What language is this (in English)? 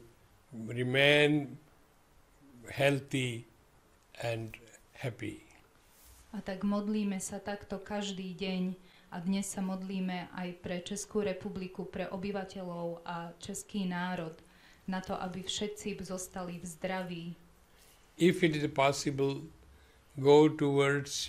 Slovak